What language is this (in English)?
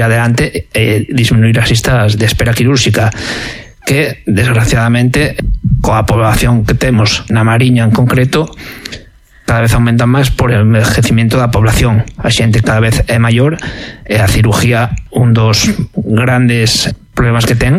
Galician